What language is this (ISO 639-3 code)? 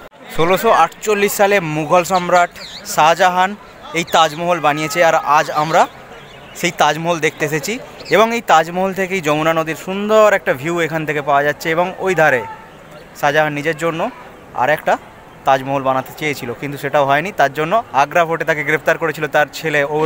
ben